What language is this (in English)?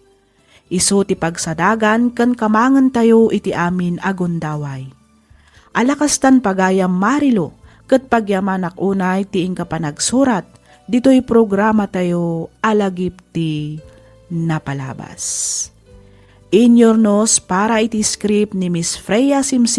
Iloko